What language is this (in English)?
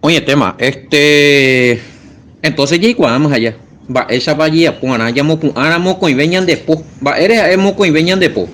Guarani